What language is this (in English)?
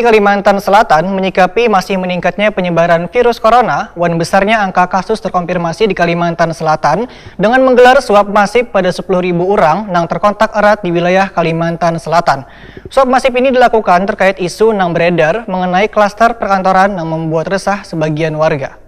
Banjar